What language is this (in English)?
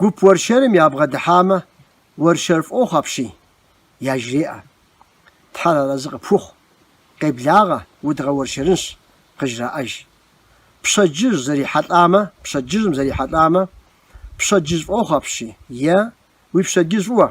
Kabardian